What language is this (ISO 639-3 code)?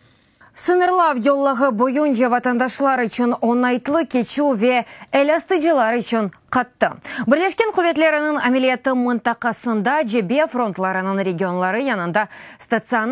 crh